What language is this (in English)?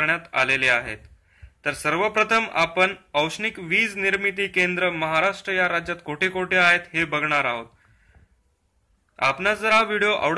Marathi